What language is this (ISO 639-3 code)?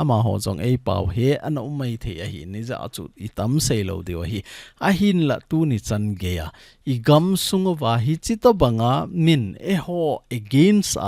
tcz